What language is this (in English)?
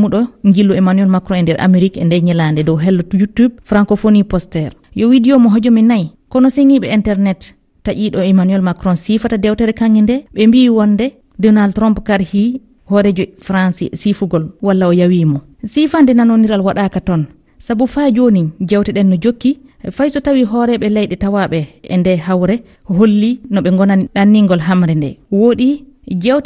Fula